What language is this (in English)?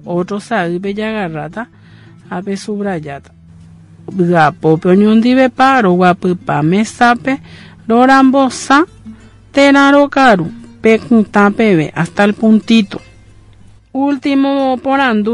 Guarani